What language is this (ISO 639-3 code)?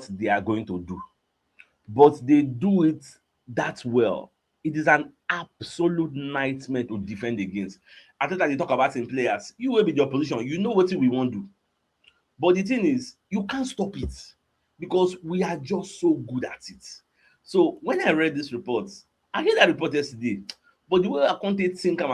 pcm